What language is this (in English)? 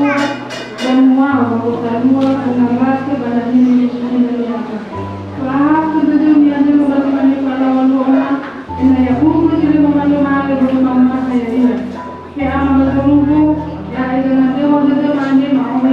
Nias